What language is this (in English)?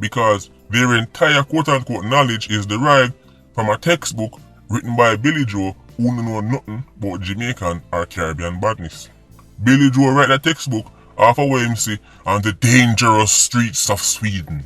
Jamaican Creole English